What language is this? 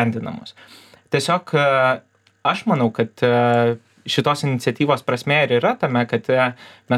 Lithuanian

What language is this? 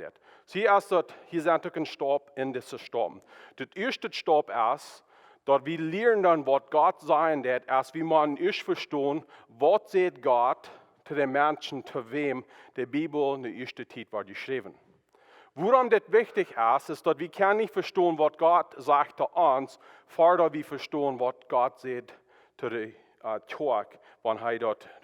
Plautdietsch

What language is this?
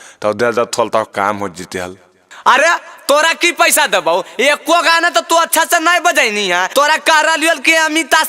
Magahi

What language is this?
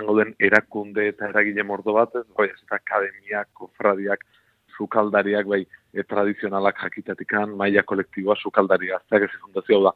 Basque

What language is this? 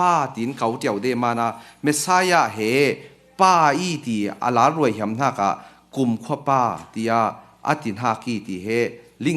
Falam Chin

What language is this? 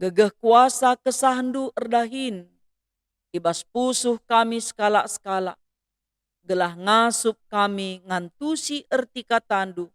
Batak Karo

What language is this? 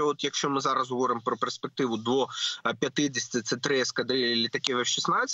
Ukrainian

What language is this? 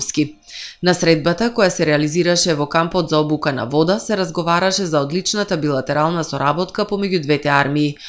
Macedonian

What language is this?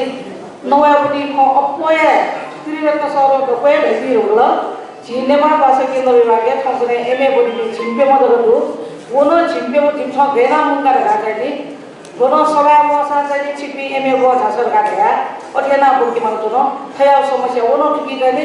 Newari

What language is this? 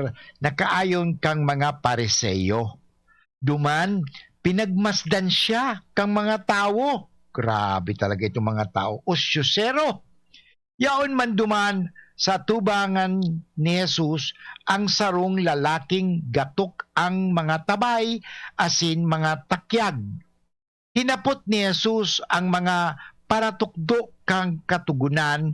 Bikol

